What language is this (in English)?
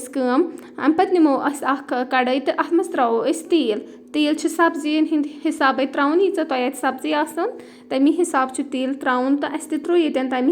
Kashmiri